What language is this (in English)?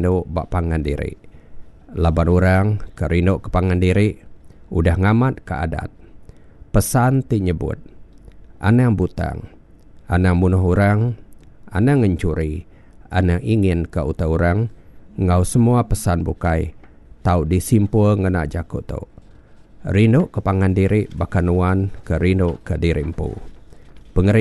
Iban